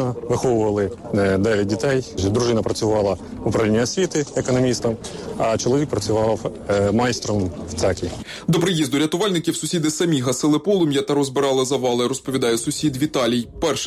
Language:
Ukrainian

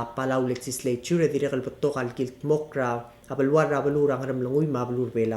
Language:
Palauan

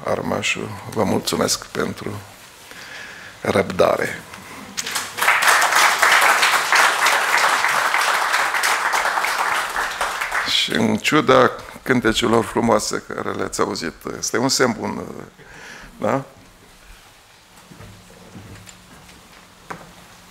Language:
Romanian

